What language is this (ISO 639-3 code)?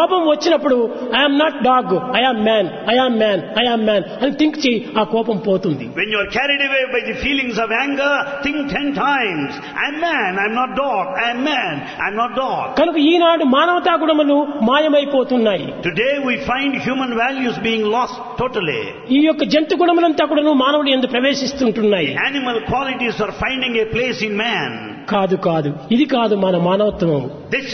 tel